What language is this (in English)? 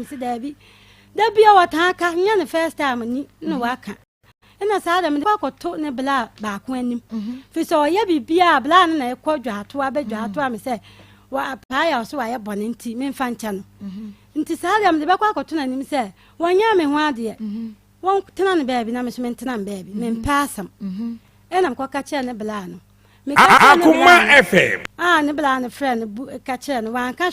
Akan